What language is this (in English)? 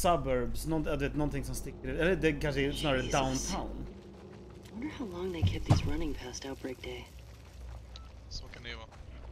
Swedish